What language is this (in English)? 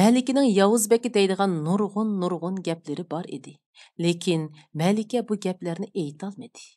Uyghur